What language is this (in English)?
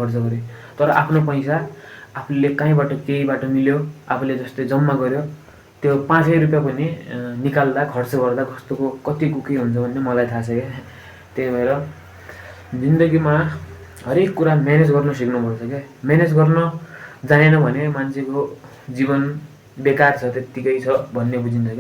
Nepali